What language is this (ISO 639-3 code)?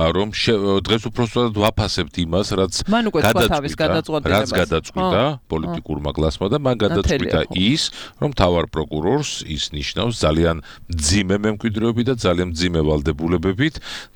kat